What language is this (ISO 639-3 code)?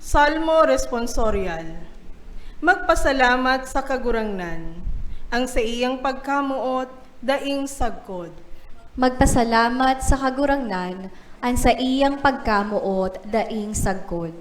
bik